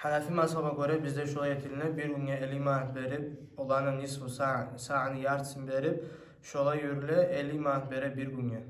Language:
Kumyk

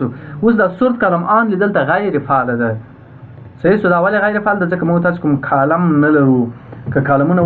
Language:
Pashto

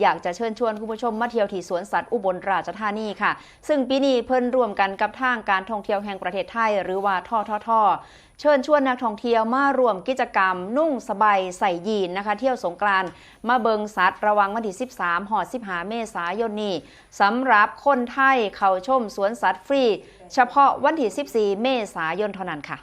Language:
Northeastern Thai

